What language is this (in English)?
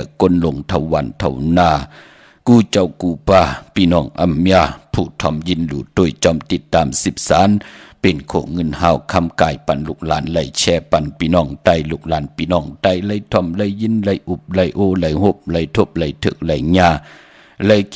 Shan